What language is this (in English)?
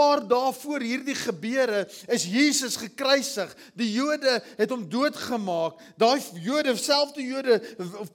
Afrikaans